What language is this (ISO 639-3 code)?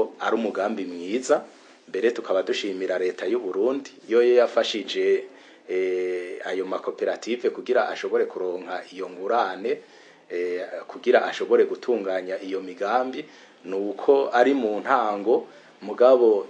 run